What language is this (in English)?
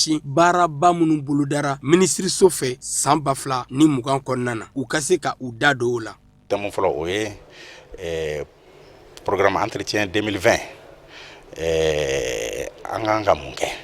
Bambara